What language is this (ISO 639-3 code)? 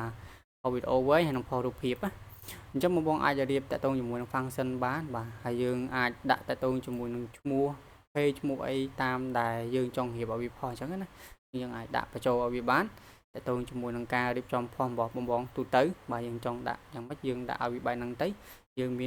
khm